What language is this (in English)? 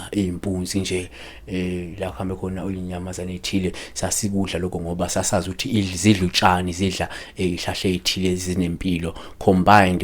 Zulu